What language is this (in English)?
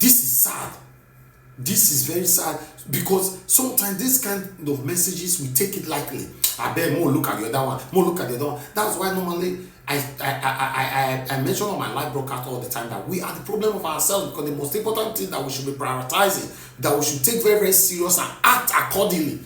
Nigerian Pidgin